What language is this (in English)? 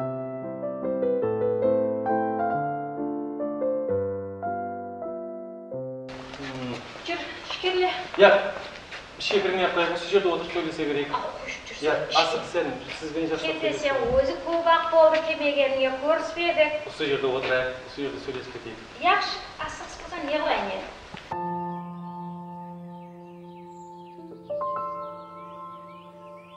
Kara-Kalpak